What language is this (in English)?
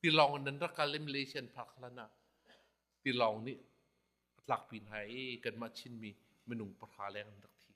Hakha Chin